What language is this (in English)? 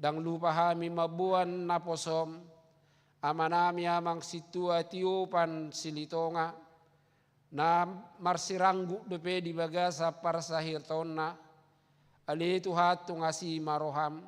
Batak Toba